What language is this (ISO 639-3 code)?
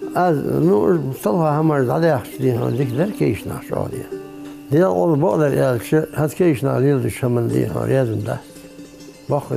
inh